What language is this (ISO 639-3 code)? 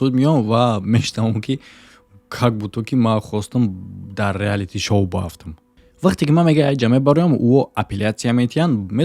tgk